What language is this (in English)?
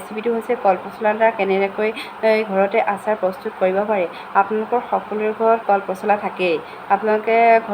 Assamese